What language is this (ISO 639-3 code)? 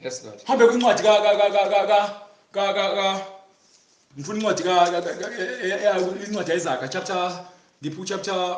zul